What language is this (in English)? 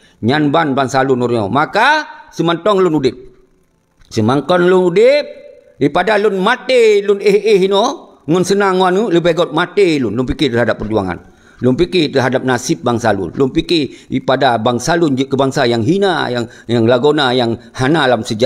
Achinese